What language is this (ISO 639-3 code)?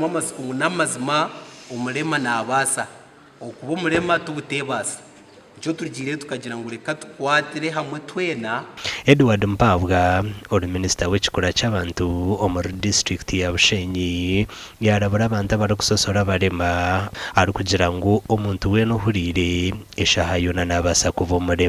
nyn